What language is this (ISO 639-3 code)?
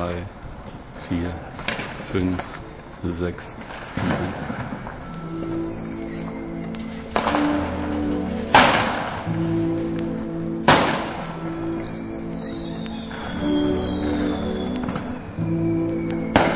deu